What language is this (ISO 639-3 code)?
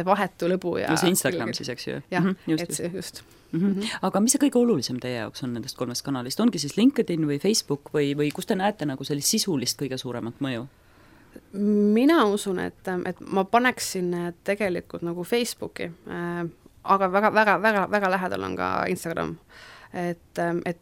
est